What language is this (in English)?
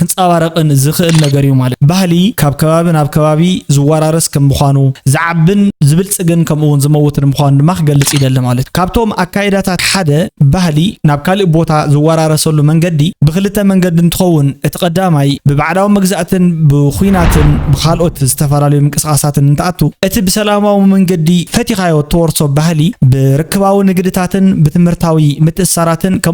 Tigrinya